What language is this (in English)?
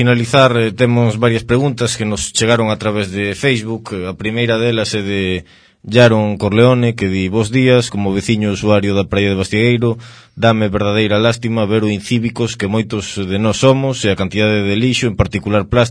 Galician